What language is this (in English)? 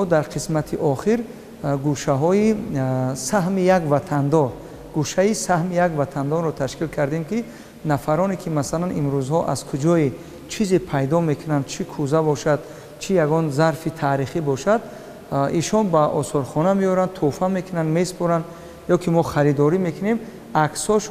Tajik